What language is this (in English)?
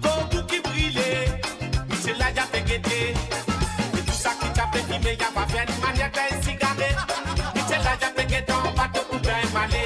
Morisyen